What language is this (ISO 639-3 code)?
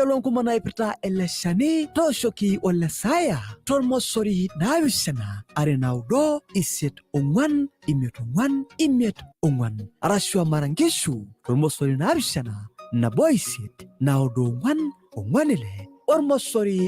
mas